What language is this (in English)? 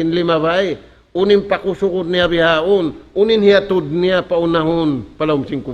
Tausug